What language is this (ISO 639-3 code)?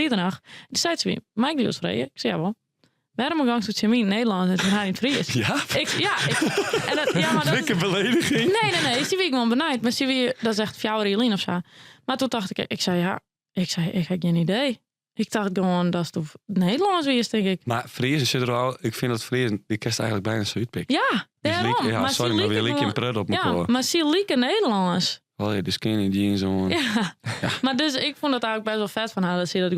fry